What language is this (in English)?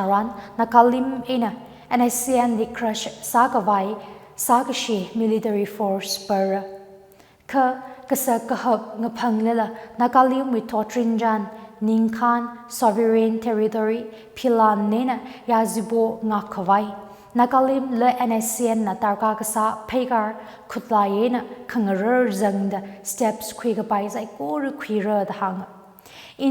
Tangkhul Naga (India)